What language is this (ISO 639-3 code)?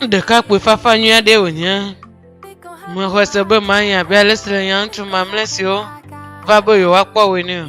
ewe